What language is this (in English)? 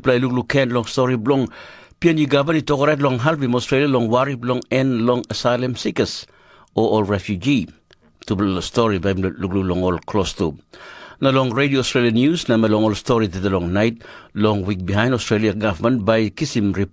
Tok Pisin